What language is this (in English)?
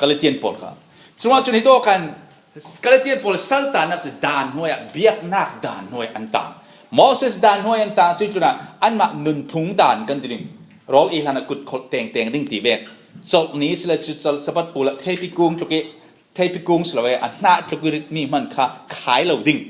Falam Chin